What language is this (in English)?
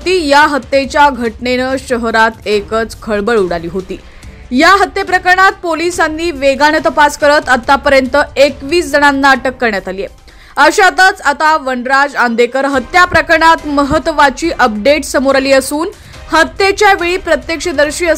Marathi